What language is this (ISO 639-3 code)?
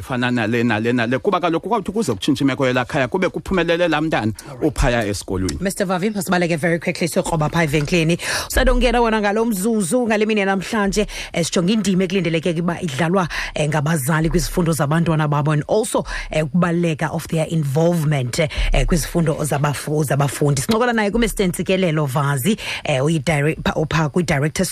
xho